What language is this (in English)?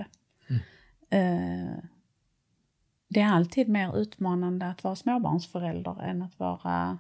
Swedish